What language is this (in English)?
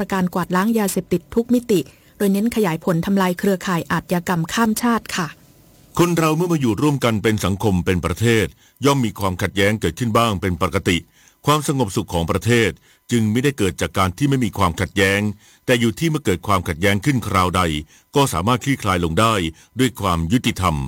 Thai